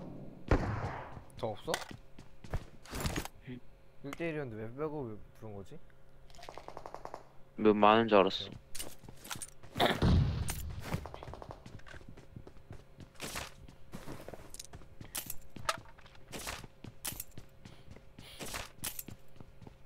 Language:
Korean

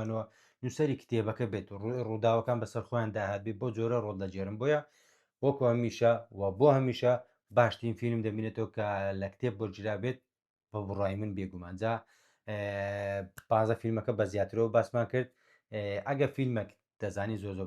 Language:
Central Kurdish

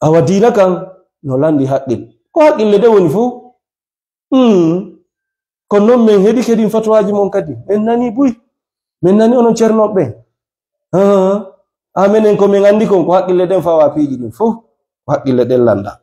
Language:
Fula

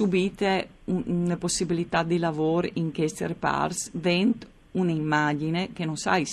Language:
Friulian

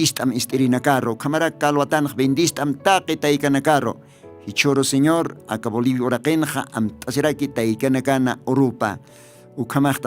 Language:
Aymara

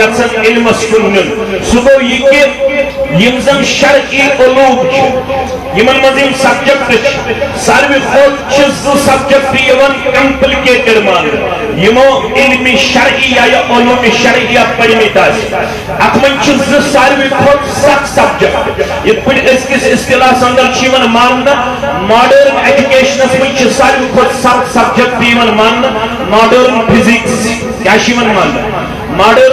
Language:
Kashmiri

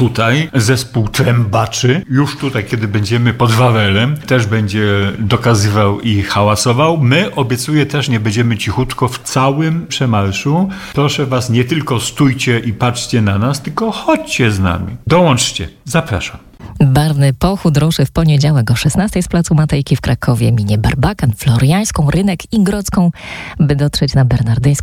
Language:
Polish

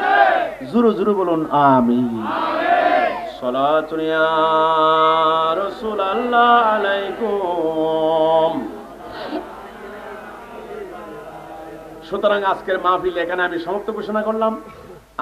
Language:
Bangla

